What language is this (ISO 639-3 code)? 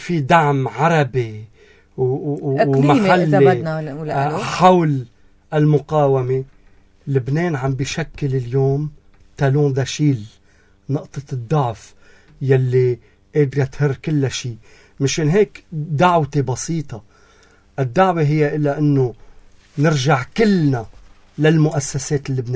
apc